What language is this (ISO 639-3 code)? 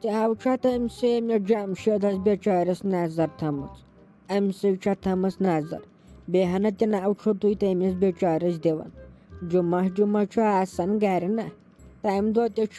kas